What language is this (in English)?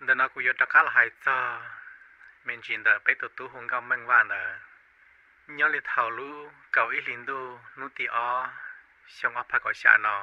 Hmong